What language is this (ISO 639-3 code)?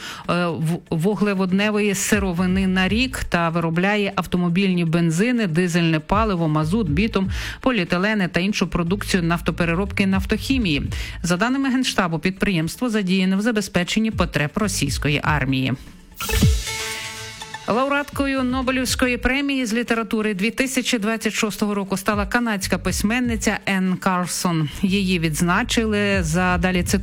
ukr